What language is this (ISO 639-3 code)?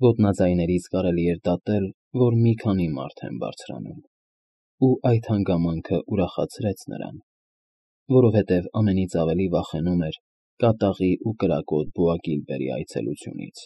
hye